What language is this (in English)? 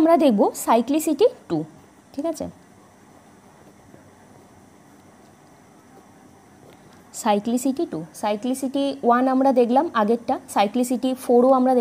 Bangla